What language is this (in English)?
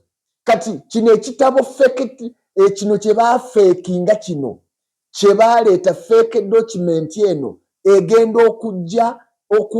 Ganda